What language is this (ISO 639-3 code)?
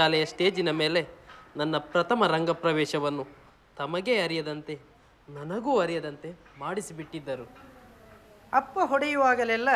kan